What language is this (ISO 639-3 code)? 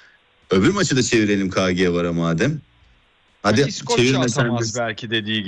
tur